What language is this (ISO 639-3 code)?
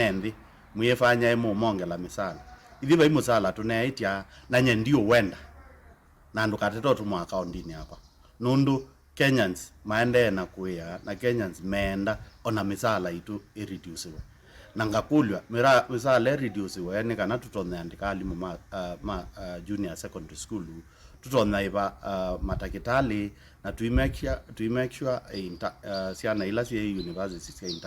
kam